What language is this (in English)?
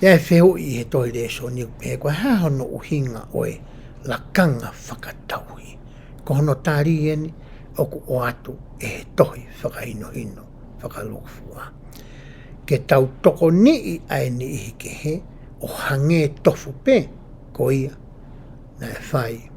Tongan